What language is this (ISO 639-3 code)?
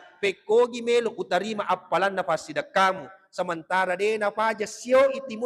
bug